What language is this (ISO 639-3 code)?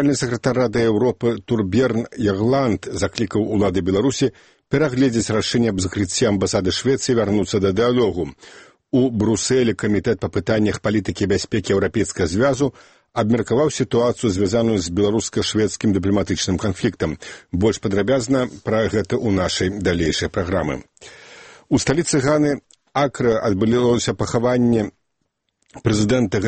bel